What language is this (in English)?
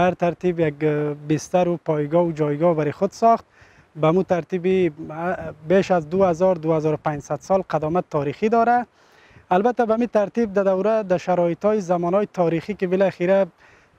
Persian